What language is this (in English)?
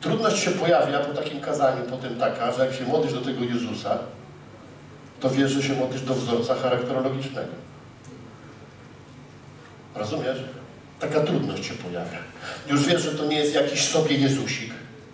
Polish